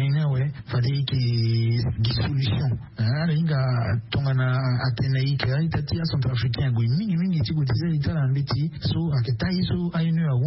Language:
Sango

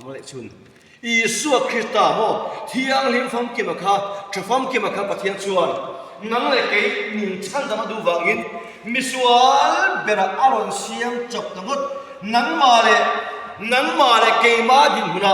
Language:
Mizo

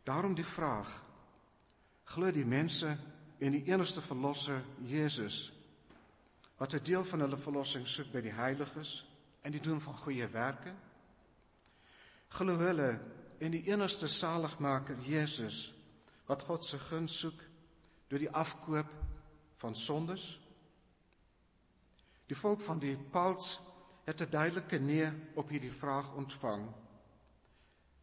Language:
Afrikaans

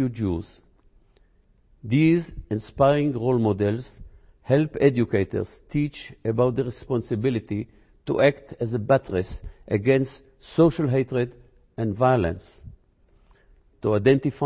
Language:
English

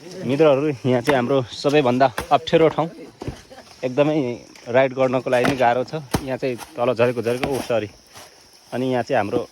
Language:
Nepali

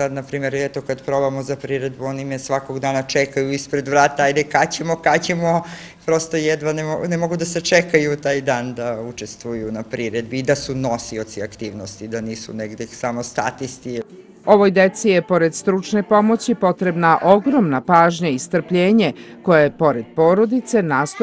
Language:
Serbian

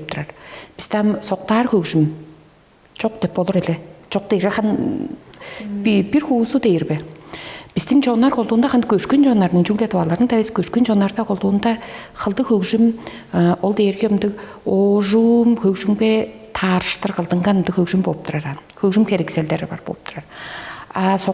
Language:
Tuvinian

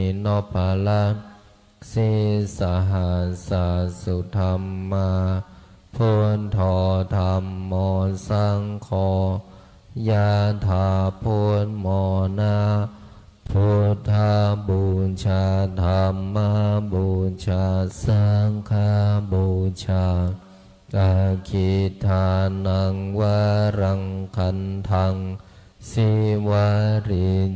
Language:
Pali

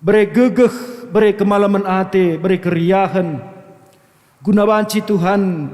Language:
Batak Karo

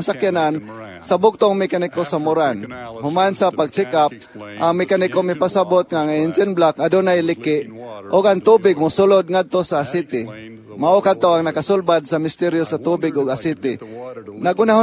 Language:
Cebuano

